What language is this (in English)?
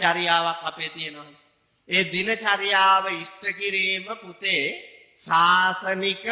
Sinhala